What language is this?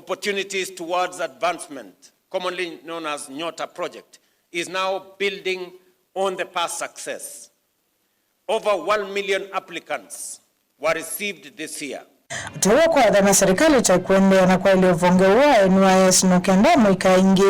Kamba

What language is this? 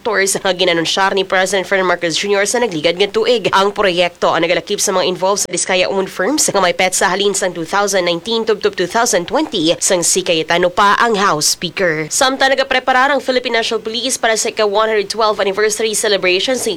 Hiligaynon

